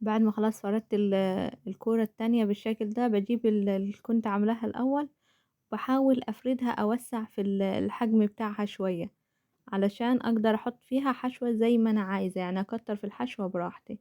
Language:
Egyptian Arabic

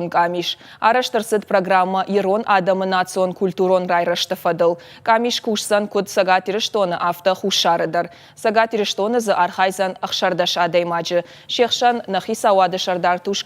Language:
Ossetic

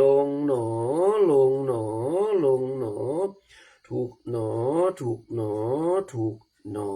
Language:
Pali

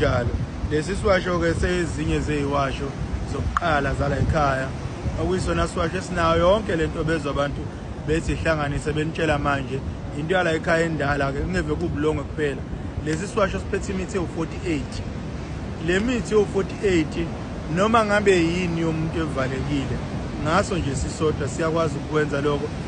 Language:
Zulu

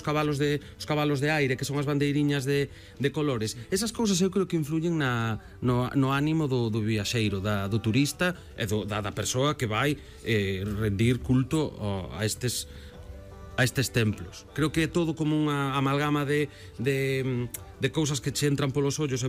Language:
Galician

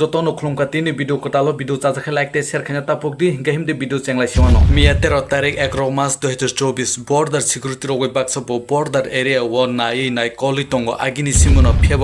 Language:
Kok Borok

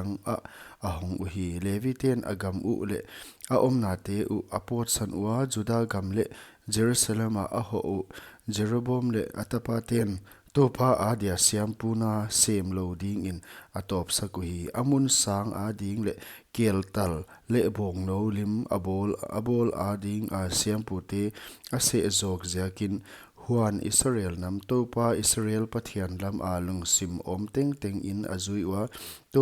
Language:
Paite Chin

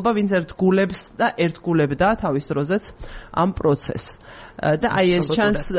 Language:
Georgian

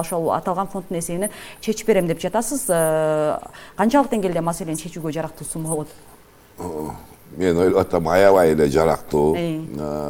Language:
Kyrgyz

